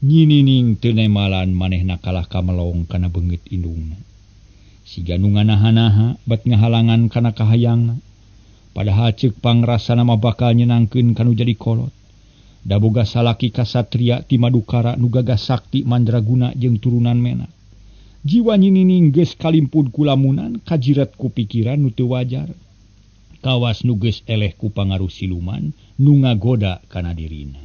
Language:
Sundanese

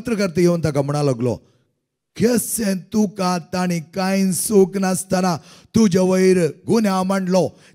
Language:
Konkani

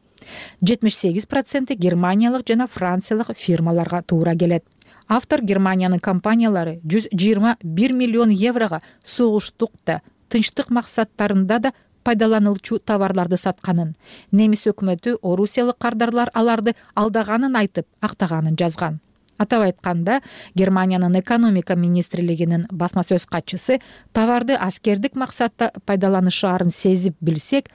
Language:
Kyrgyz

